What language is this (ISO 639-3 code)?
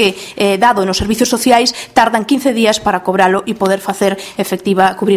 glg